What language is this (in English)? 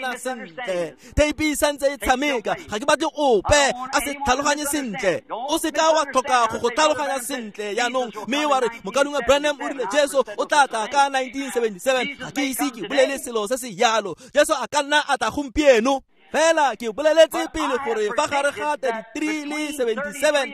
Tswana